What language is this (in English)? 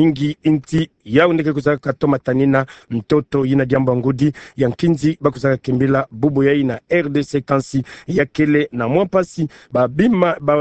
Kituba (Democratic Republic of Congo)